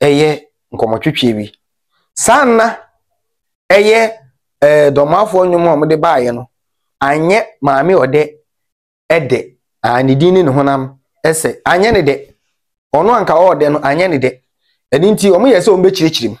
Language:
Akan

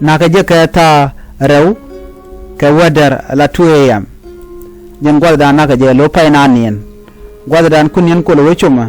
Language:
Nuer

